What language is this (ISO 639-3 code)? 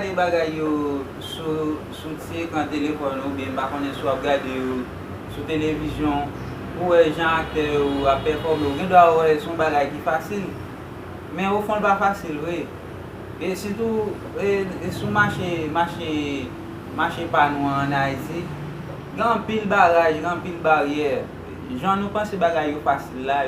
hat